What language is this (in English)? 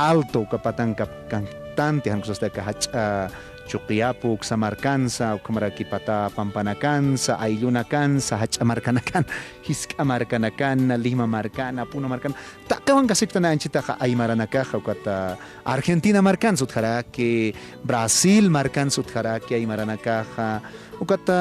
Aymara